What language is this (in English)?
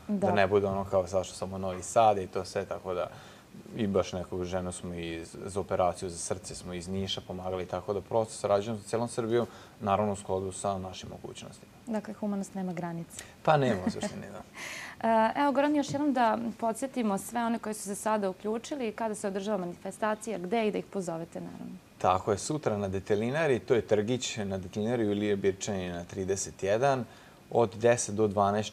Serbian